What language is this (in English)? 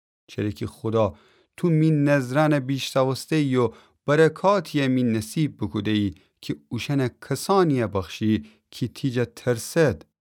Gilaki